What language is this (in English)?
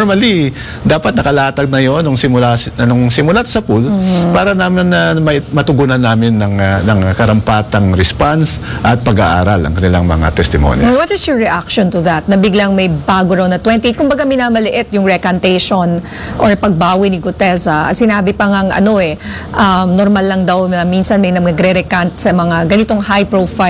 Filipino